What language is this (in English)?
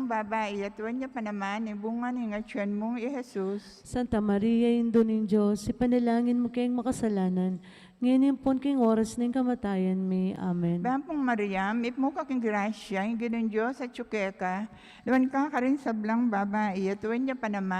Pampanga